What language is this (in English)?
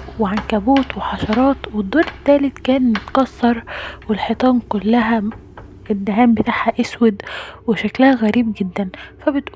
Egyptian Arabic